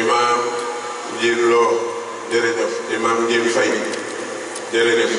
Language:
Wolof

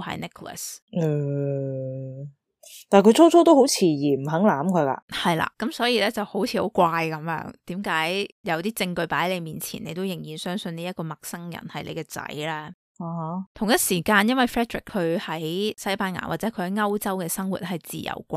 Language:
Cantonese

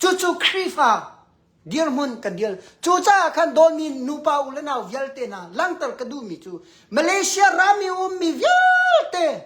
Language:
Hakha Chin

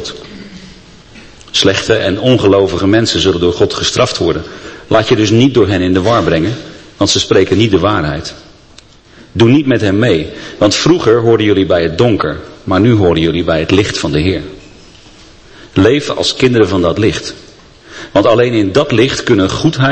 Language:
Dutch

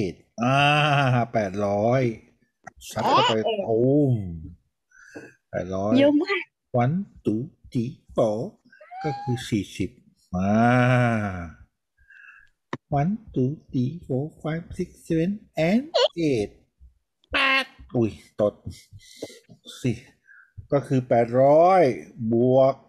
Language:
Thai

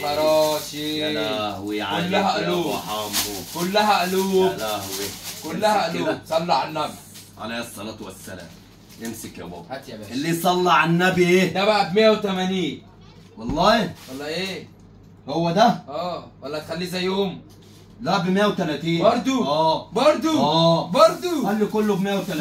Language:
Egyptian Arabic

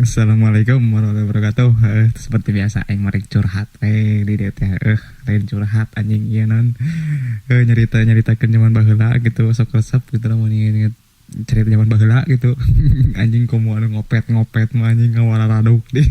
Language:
Sundanese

